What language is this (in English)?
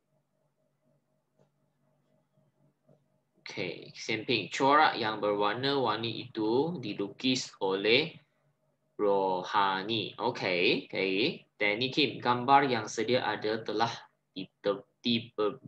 Malay